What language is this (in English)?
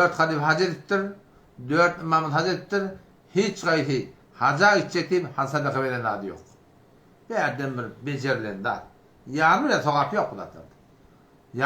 Turkmen